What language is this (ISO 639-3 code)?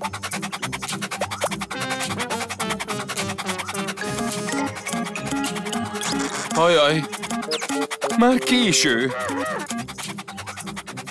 hun